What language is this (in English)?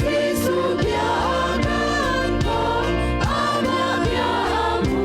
Hakha Chin